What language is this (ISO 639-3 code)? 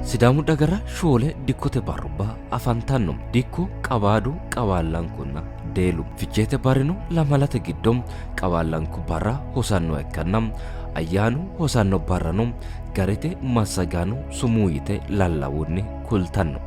sid